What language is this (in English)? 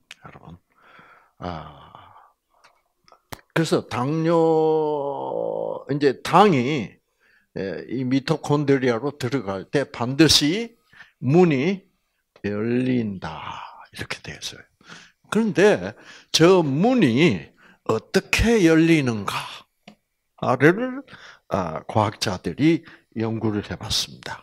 Korean